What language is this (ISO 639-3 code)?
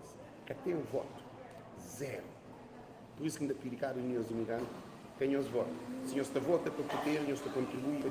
kea